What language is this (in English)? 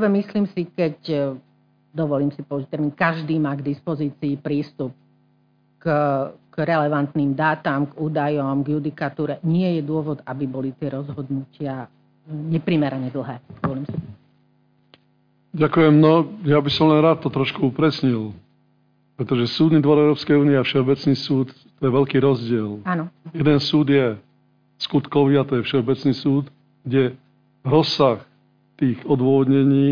Slovak